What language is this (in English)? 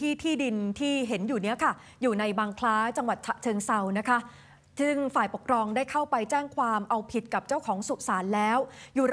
Thai